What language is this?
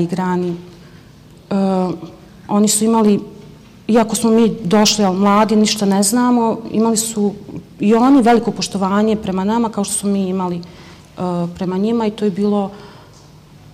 Bosnian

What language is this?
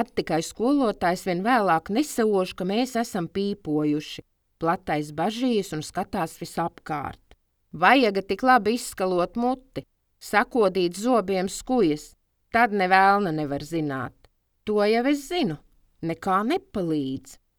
Latvian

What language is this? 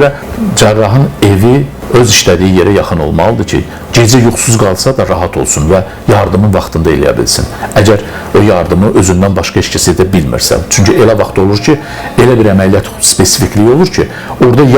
Azerbaijani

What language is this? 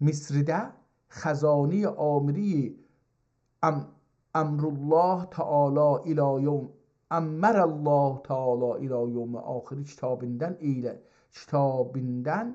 South Azerbaijani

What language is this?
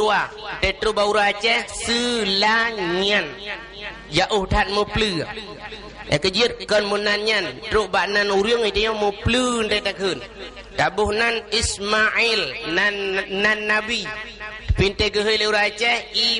Achinese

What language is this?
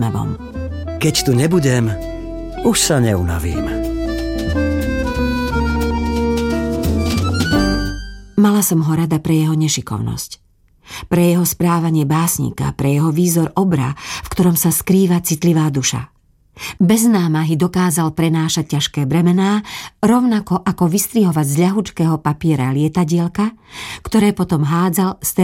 Slovak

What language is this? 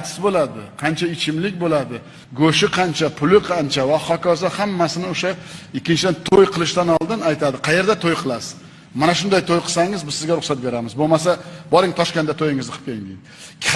Uzbek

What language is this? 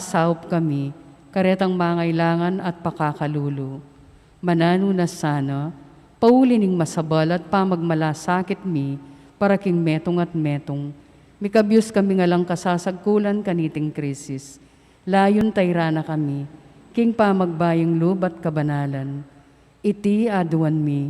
Pampanga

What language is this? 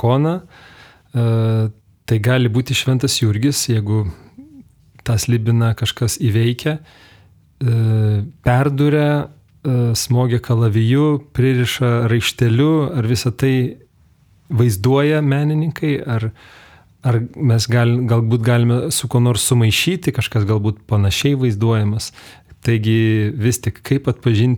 Lithuanian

